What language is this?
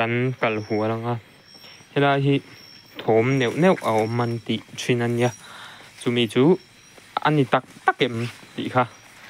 Mizo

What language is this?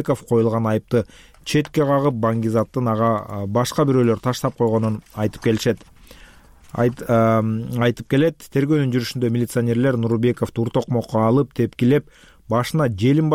Kyrgyz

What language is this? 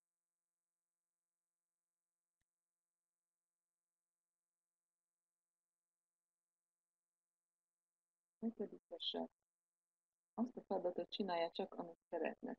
Hungarian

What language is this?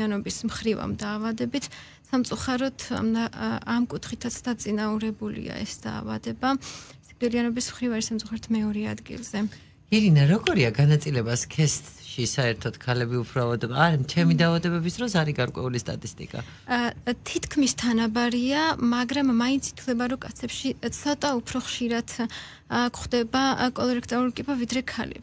Georgian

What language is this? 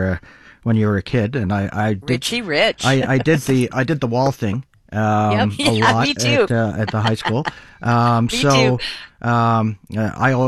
English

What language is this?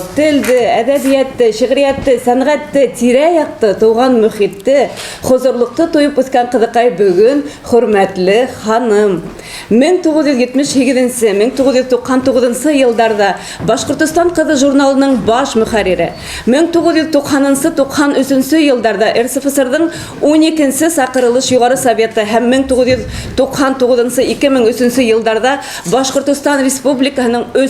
Bashkir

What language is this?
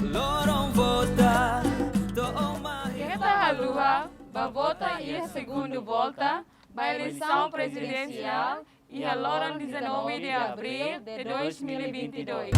Tetum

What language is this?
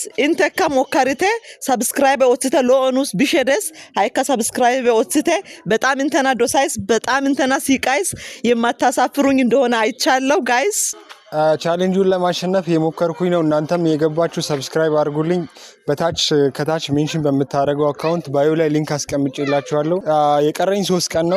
Amharic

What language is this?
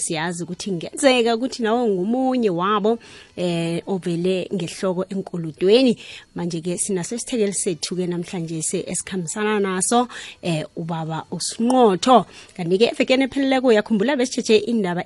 South Ndebele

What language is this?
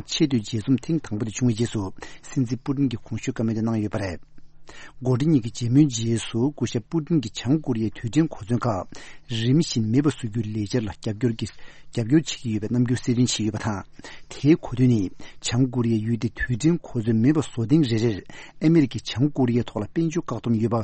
Tibetan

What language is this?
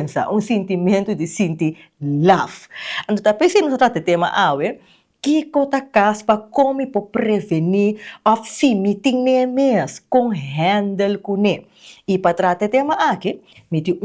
Papiamento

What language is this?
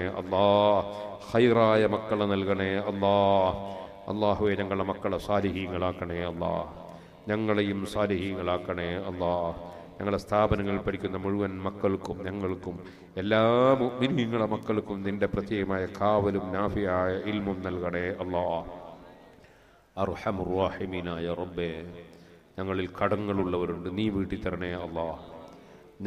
Malayalam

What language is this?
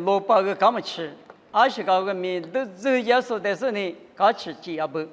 Lisu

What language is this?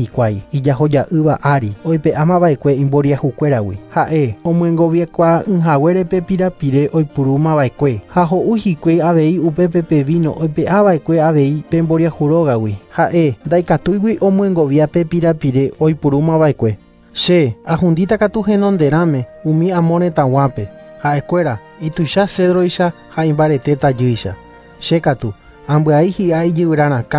Guarani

